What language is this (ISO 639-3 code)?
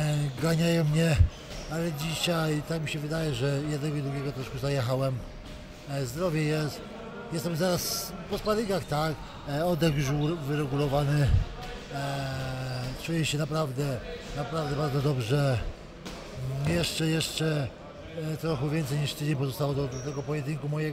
pol